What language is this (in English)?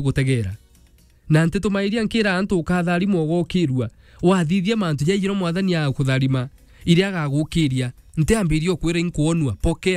Meru